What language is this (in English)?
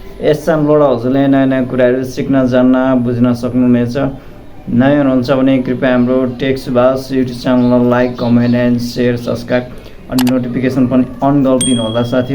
Nepali